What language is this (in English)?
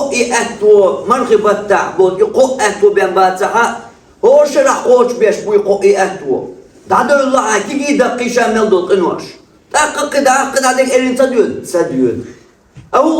Chechen